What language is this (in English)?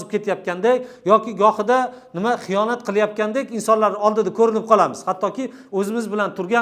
Uzbek